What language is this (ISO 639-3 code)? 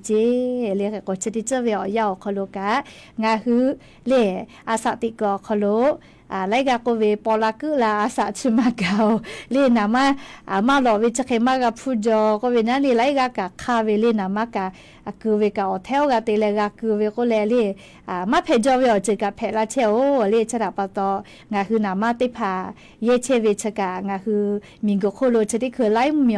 lhu